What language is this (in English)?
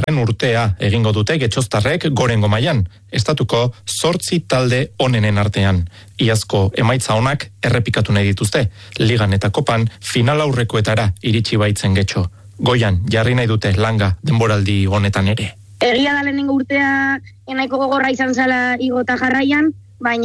Basque